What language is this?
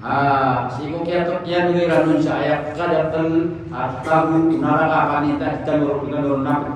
Maranao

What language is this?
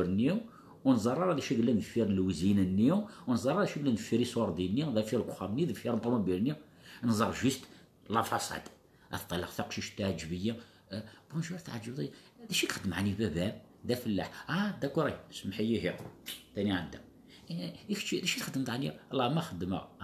Kabyle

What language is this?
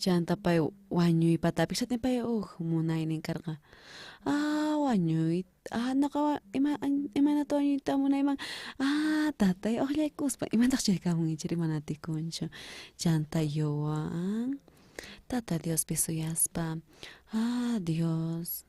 South Bolivian Quechua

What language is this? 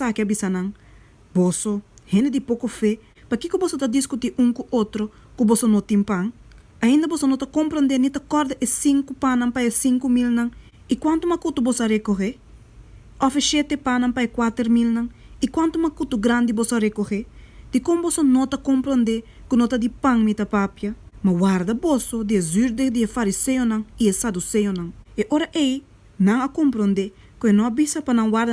Papiamento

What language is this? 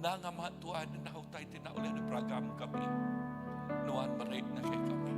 Iban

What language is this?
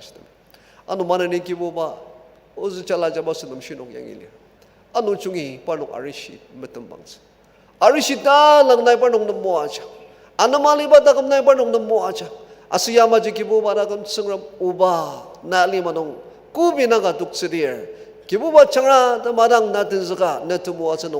Ao Naga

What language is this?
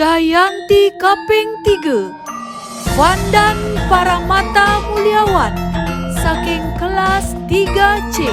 Balinese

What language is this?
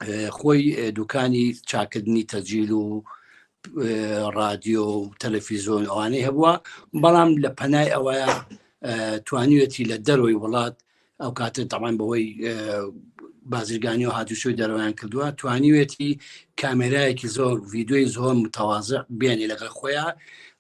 Central Kurdish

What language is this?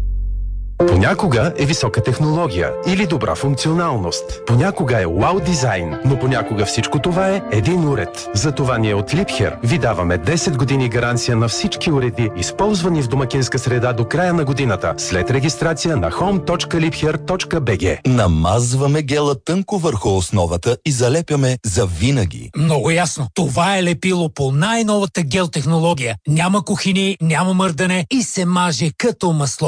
Bulgarian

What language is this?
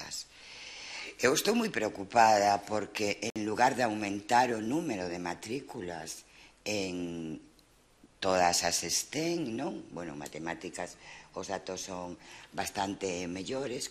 Galician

